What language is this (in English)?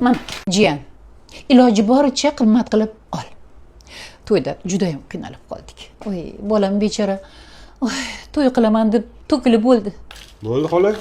Uzbek